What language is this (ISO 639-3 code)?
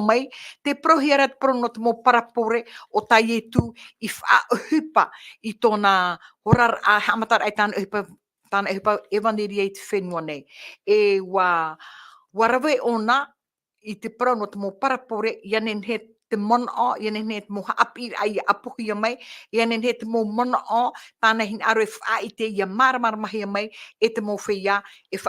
tah